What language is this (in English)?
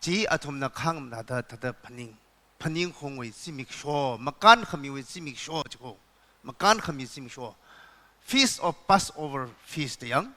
Tangkhul Naga (India)